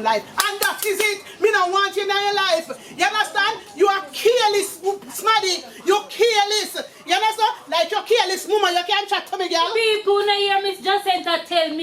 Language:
Jamaican Creole English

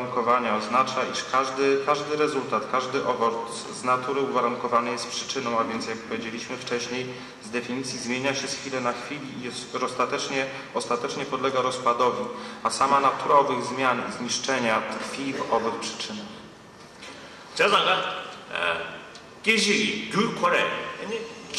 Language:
Polish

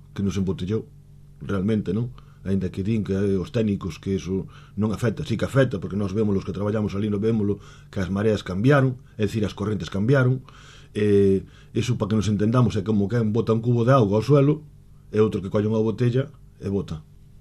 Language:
Galician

